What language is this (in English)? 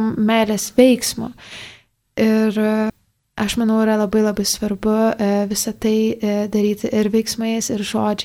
Lithuanian